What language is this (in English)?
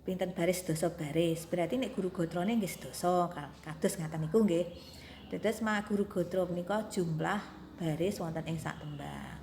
Javanese